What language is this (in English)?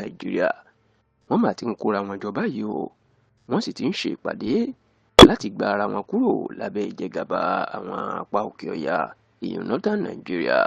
Yoruba